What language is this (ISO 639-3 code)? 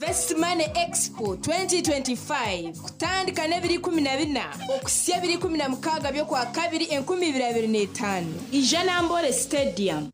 nyn